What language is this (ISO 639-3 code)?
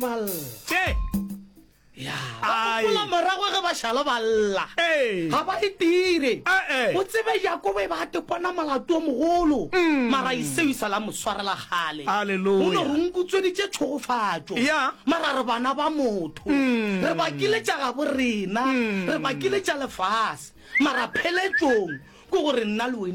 nso